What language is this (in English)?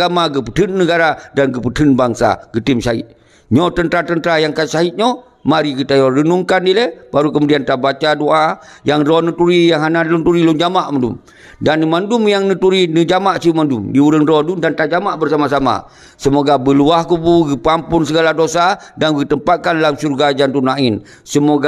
Achinese